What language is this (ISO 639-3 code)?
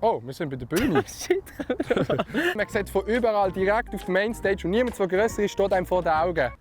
gsw